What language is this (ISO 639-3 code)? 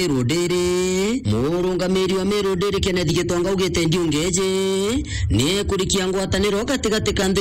mer